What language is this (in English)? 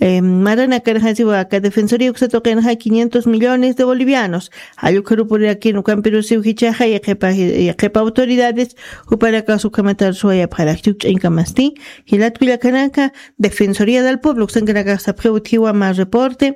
Aymara